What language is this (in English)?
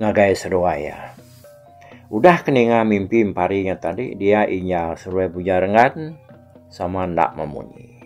Iban